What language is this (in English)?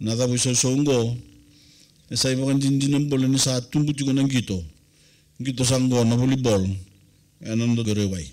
Fijian